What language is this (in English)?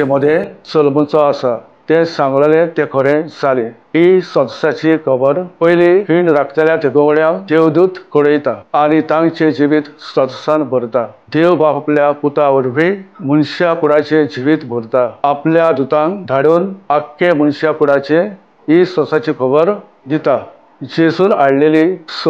Konkani